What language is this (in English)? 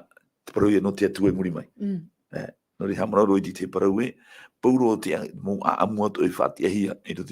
Tahitian